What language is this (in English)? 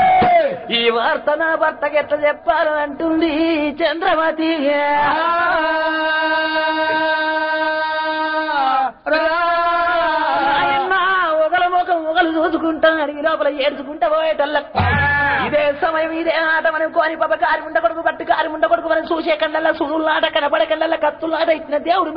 Telugu